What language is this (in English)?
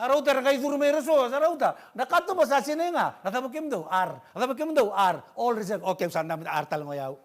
Fijian